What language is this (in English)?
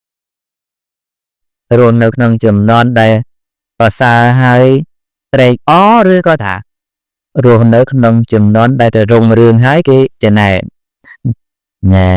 Khmer